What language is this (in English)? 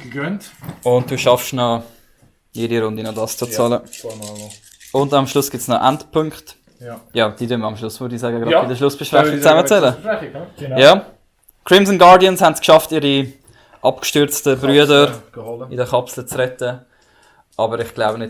Swiss German